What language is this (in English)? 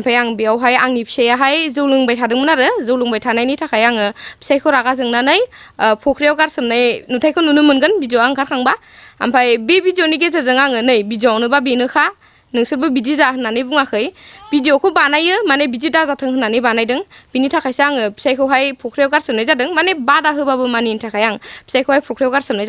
Bodo